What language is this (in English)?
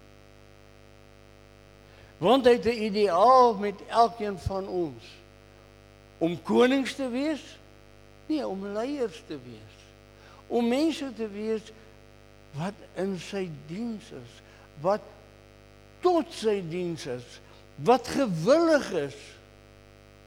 Afrikaans